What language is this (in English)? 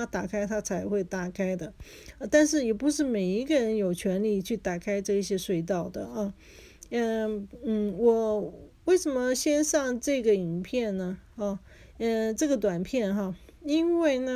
Chinese